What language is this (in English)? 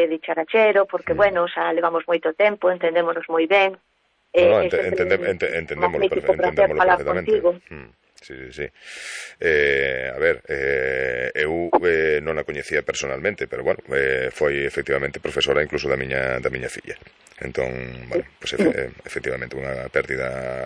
Galician